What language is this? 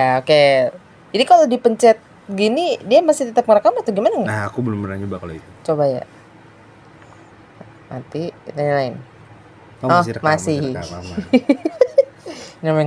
Indonesian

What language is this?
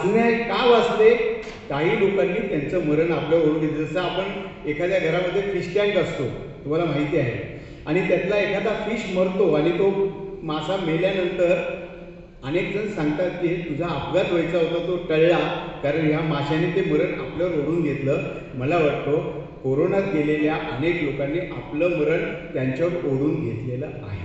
Marathi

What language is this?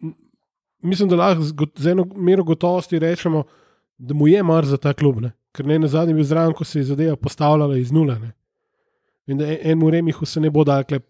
Slovenian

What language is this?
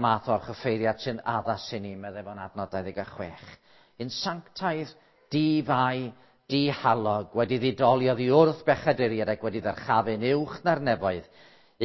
Welsh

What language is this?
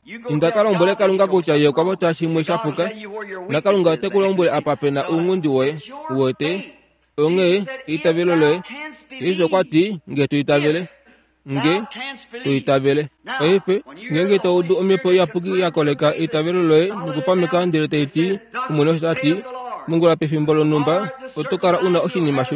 Kuanyama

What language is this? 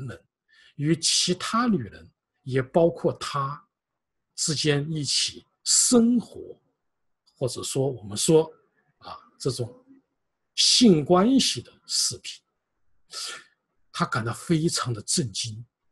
Chinese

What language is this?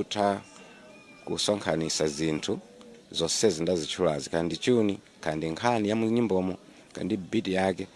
Nyanja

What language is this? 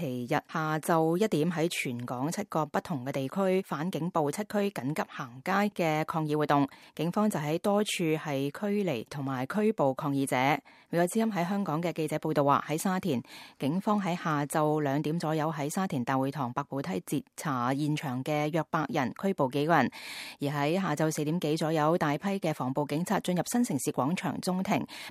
Cantonese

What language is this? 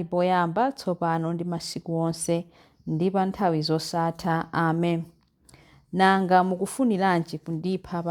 Nyanja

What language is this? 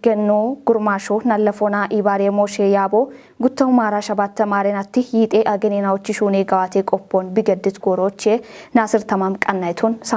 Kafa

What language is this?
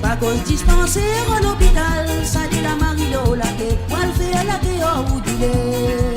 Morisyen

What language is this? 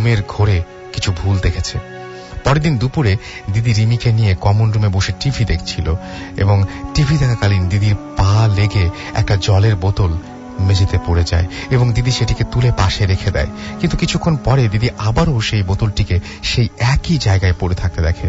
Bangla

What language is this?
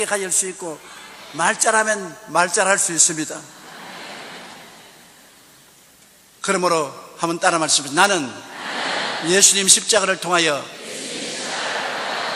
Korean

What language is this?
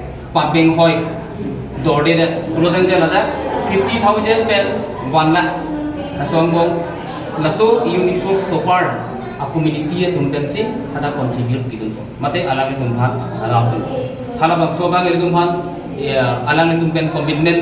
Karbi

